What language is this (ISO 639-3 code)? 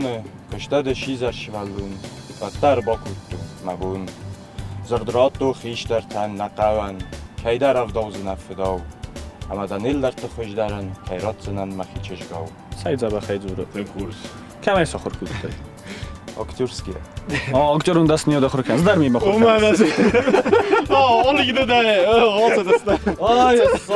oss